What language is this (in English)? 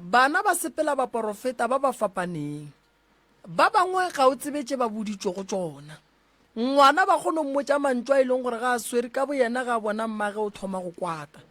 Northern Sotho